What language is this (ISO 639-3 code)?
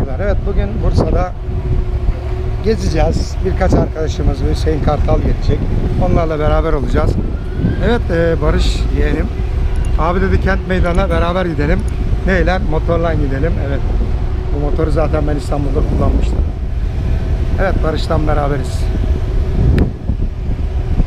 tur